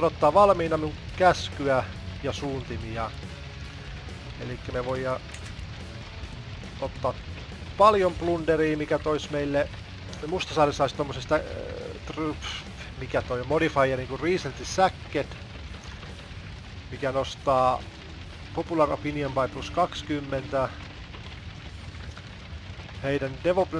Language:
Finnish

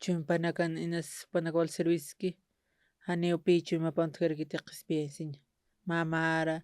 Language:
Aymara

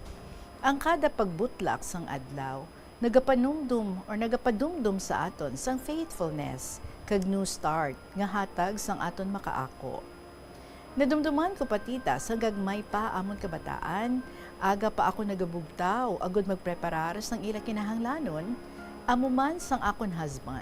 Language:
Hiligaynon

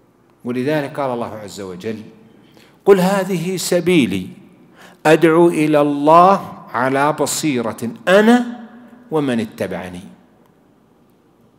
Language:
Arabic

